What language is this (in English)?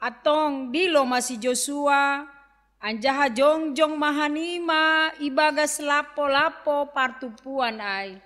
Batak Simalungun